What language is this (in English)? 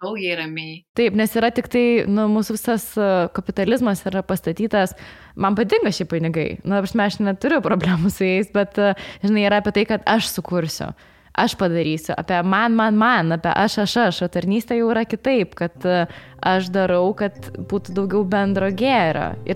Lithuanian